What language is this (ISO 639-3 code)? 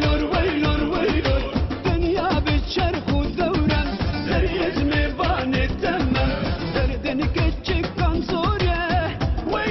kur